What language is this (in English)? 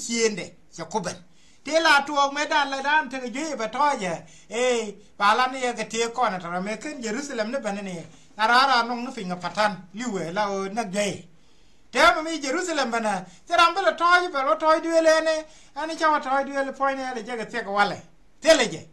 Nuer